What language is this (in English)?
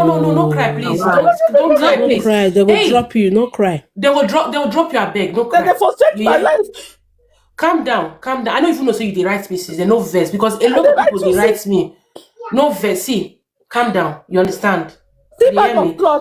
Nigerian Pidgin